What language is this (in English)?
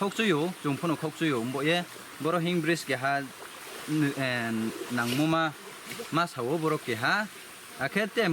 Riang (India)